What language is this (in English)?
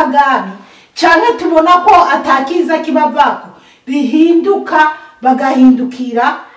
Rundi